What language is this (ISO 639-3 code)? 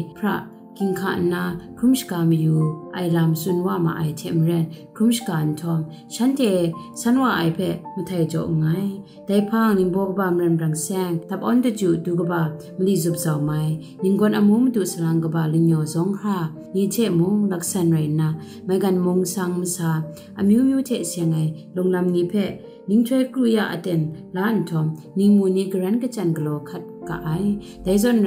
kac